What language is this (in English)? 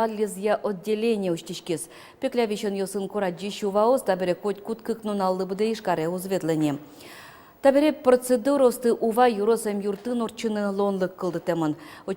Udmurt